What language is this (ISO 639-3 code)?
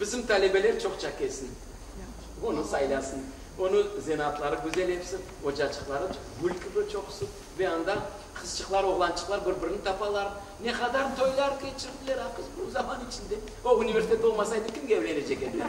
crh